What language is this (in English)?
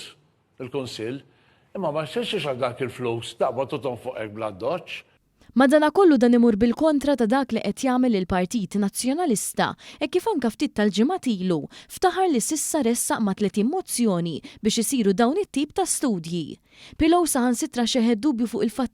Maltese